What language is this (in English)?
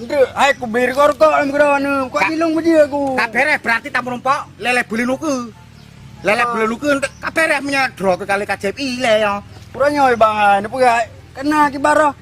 Achinese